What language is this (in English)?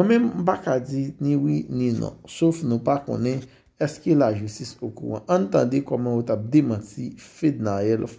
Haitian Creole